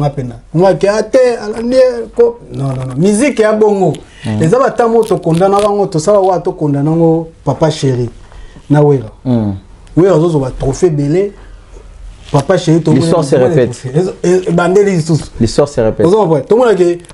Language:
Lingala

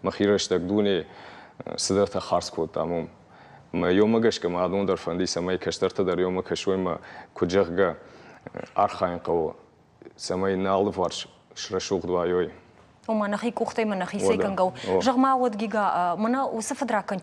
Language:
Ossetic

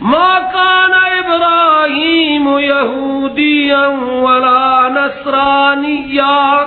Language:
Persian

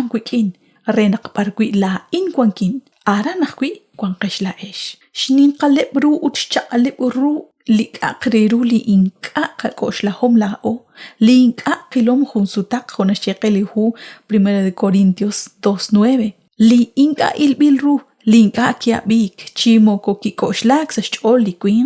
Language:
Kekchí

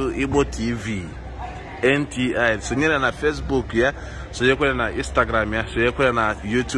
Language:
Igbo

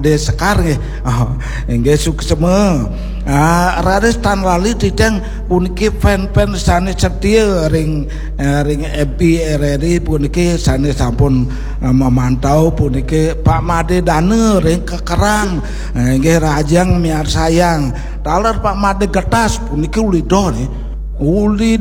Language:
Balinese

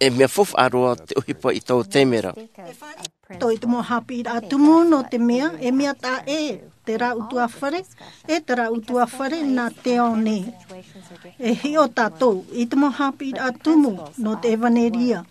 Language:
Tahitian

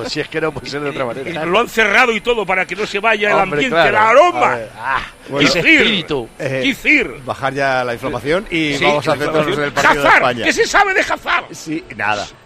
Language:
Spanish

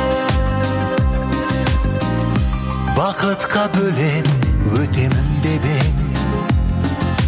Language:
Kazakh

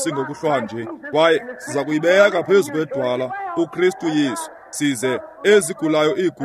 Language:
Xhosa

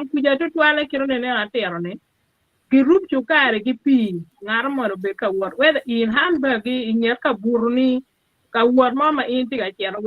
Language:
Acoli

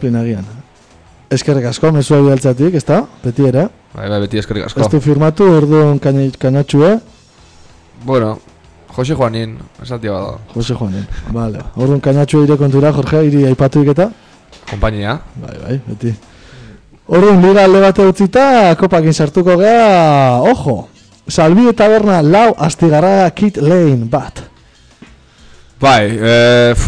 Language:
Basque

